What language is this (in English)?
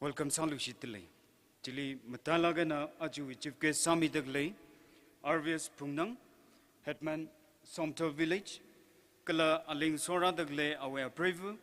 Tangkhul Naga (India)